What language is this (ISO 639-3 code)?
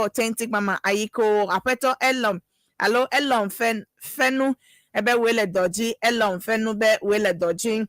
ewe